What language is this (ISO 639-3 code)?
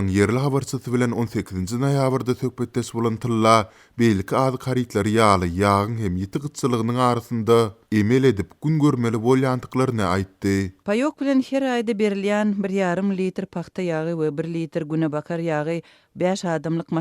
tuk